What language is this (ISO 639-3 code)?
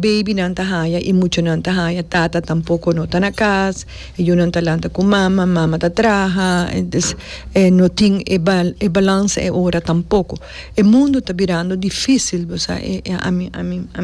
pap